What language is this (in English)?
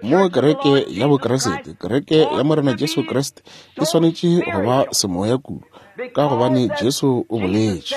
Northern Sotho